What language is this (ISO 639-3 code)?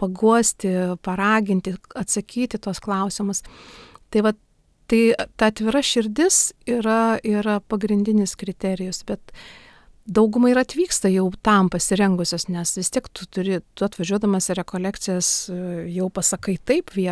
lit